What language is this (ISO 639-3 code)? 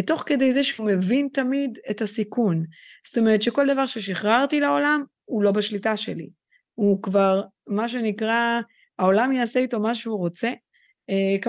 heb